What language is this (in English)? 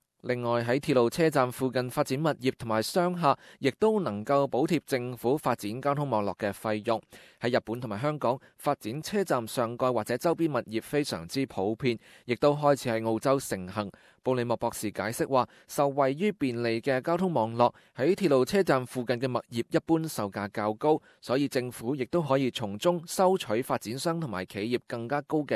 Cantonese